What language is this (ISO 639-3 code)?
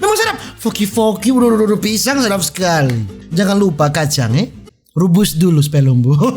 xmm